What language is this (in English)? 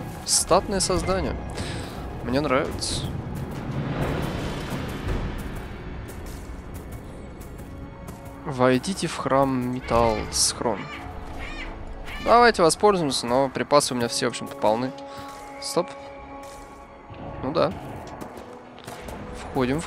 Russian